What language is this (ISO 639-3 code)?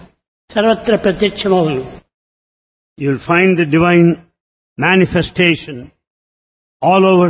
tel